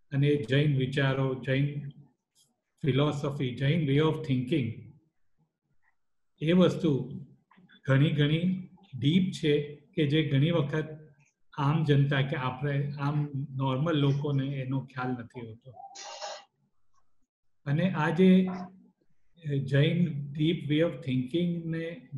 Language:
Gujarati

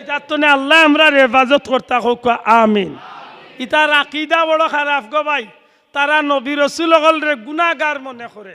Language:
Sylheti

